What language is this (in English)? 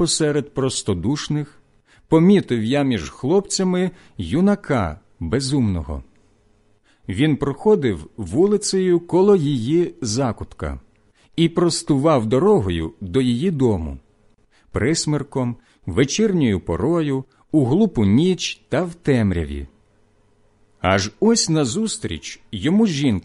Ukrainian